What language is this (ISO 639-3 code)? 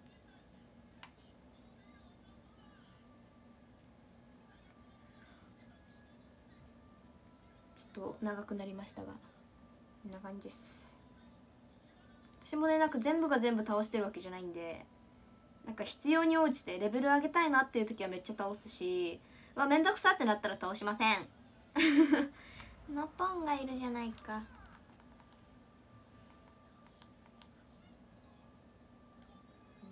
jpn